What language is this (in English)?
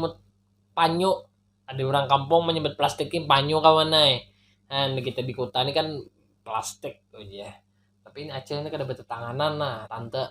Banjar